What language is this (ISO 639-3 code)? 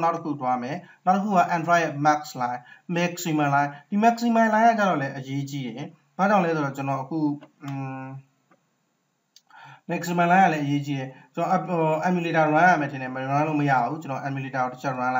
mya